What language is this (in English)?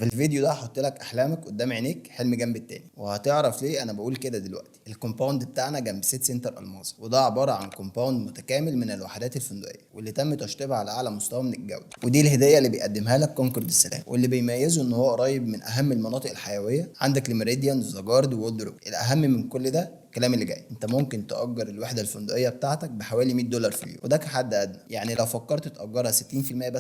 Egyptian Arabic